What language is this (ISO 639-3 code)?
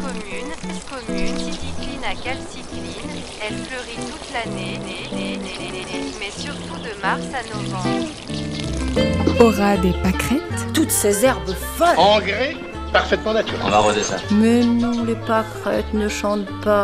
fra